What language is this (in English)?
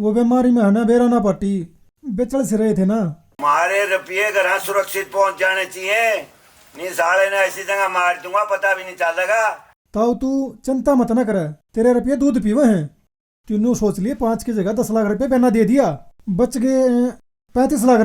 Haryanvi